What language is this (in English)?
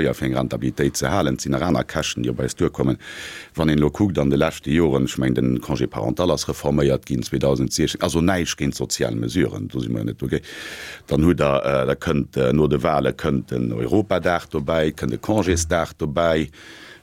Luxembourgish